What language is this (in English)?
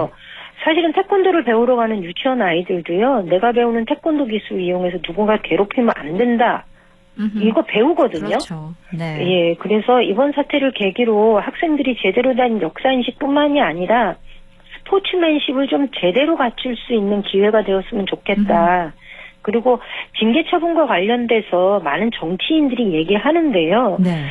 Korean